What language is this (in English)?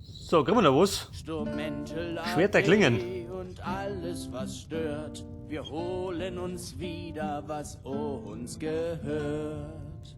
Bavarian